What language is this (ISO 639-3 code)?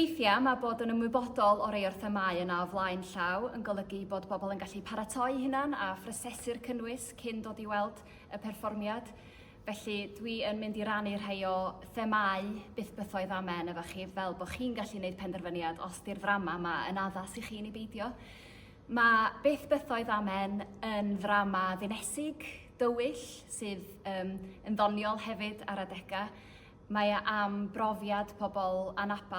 cym